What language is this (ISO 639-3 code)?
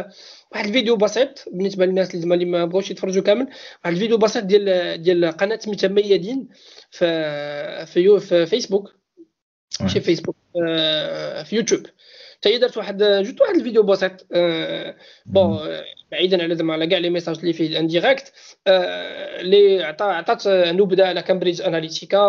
ary